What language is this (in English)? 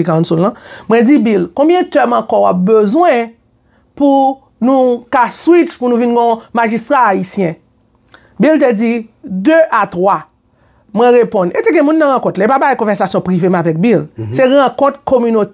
Haitian Creole